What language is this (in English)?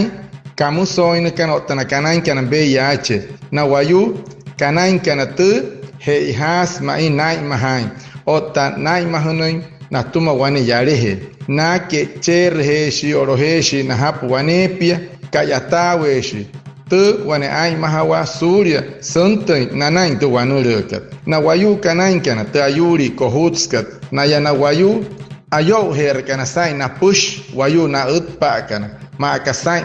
Wayuu